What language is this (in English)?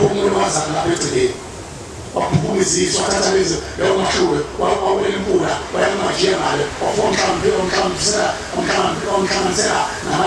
Zulu